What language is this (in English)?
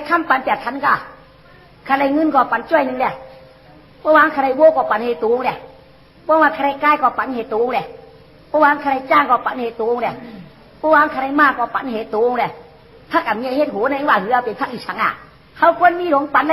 Shan